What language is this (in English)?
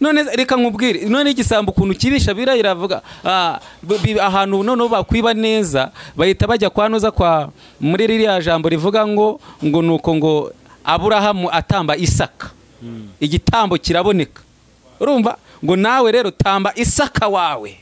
Kinyarwanda